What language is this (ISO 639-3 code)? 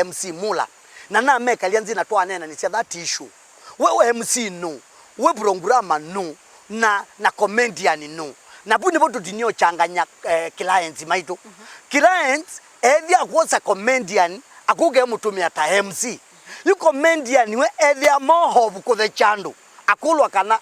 kam